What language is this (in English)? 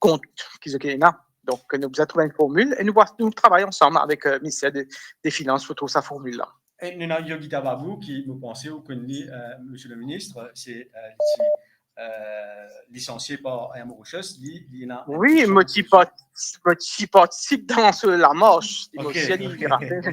Morisyen